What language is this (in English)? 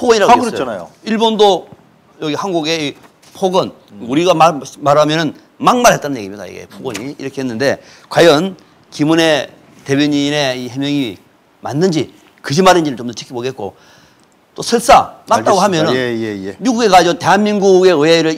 Korean